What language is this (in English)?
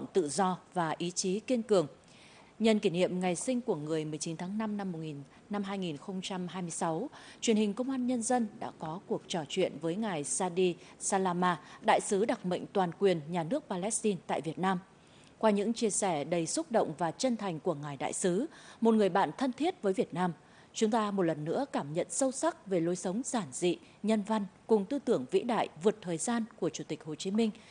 Vietnamese